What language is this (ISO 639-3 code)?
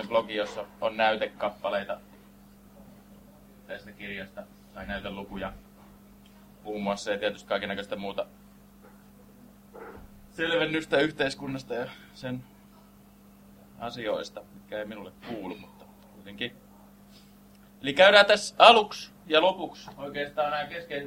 fin